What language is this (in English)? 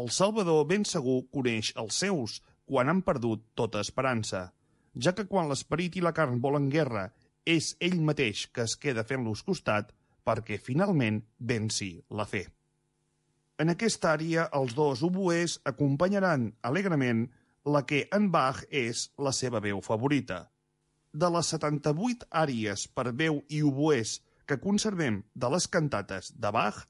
Catalan